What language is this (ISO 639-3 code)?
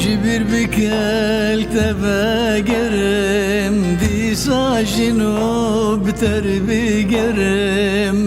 kur